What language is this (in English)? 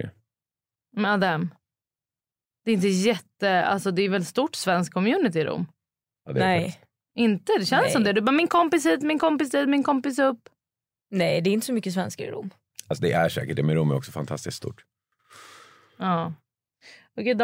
Swedish